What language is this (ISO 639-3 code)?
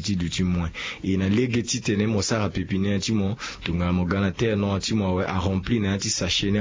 sag